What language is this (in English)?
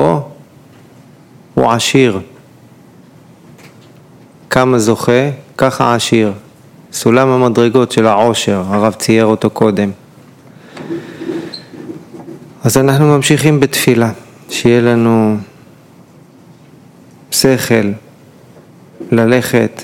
Hebrew